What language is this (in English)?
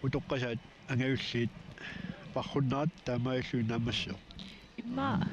Kalaallisut